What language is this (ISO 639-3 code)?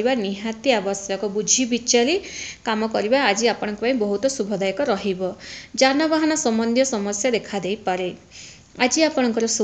ori